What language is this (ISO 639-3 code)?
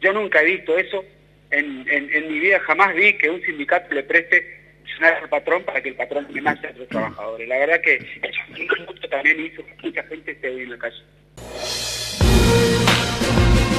spa